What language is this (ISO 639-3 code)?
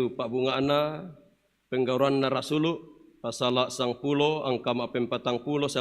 sda